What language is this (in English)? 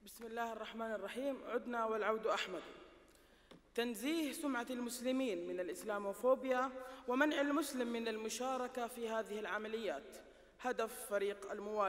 Arabic